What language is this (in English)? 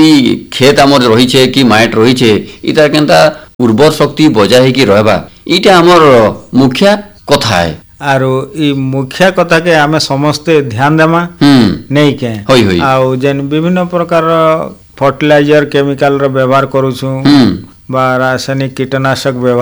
Odia